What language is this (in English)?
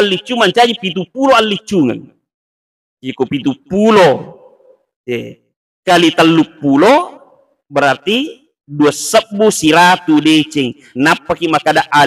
Buginese